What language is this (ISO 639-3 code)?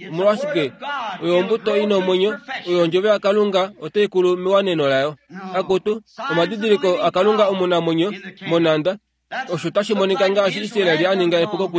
kua